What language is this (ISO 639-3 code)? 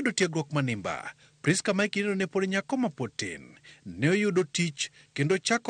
luo